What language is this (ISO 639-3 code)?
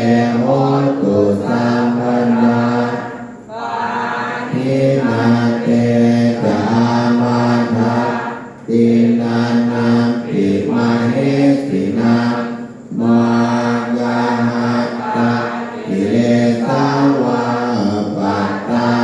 pli